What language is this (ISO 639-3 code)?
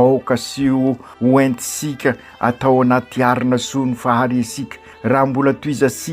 mlg